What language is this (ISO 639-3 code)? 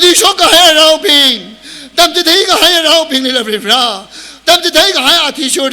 nmf